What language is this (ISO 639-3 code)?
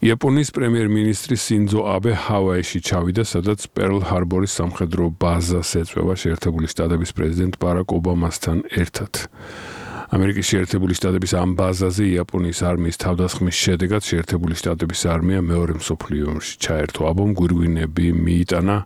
kat